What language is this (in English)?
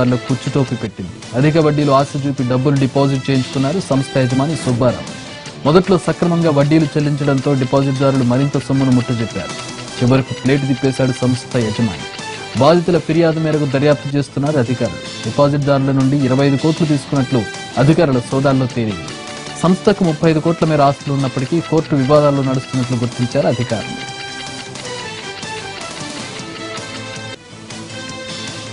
Telugu